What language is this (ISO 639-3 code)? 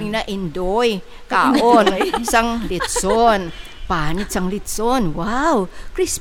hil